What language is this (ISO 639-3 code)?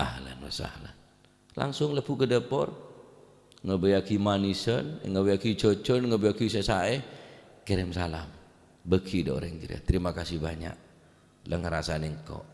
mad